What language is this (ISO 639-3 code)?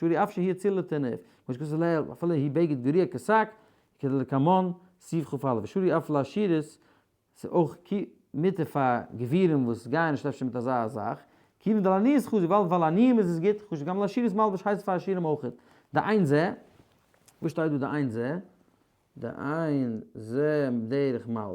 yid